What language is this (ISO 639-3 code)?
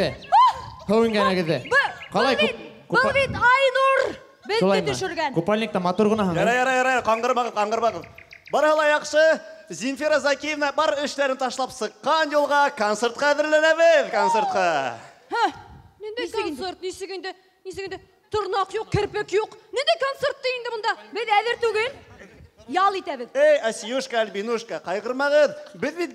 bak